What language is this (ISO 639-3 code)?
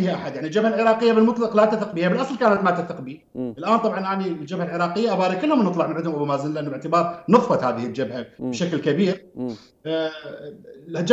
acm